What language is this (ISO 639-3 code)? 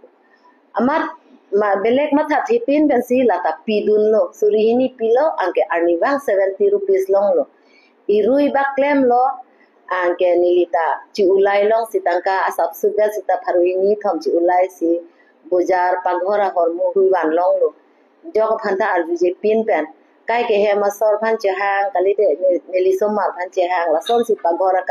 mjw